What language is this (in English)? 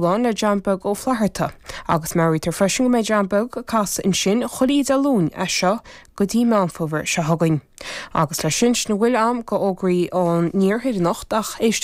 Irish